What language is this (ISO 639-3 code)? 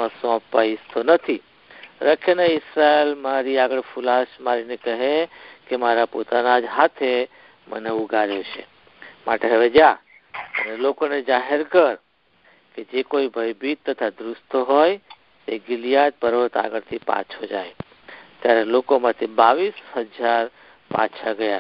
guj